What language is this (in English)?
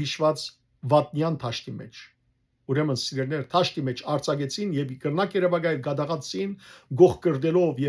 Western Armenian